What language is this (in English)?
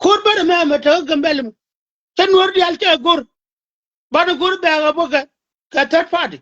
Nuer